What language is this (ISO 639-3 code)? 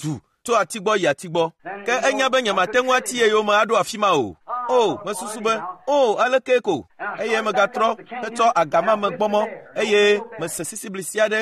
ewe